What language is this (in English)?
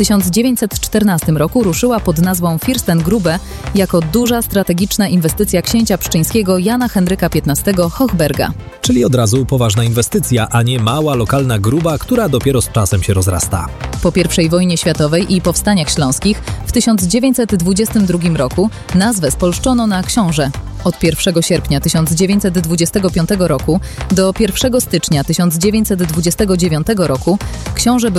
Polish